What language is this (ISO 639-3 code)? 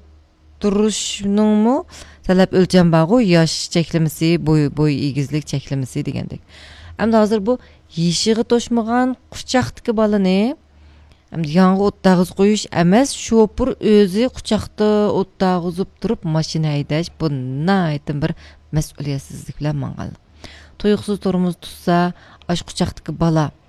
uig